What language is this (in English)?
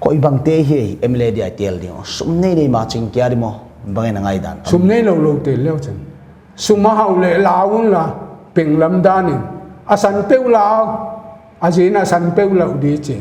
Paite Chin